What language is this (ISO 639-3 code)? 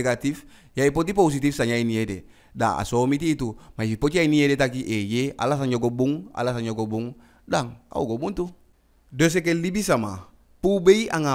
djk